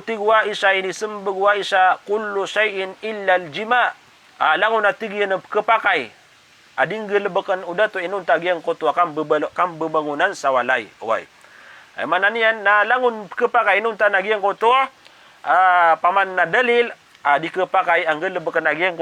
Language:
Maranao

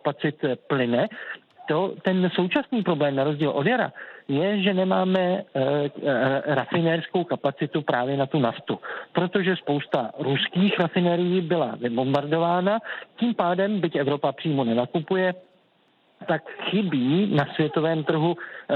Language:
Czech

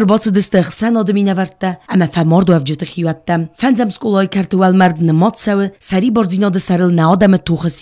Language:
Ossetic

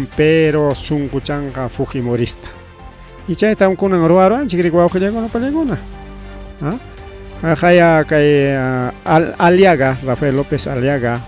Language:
Ayacucho Quechua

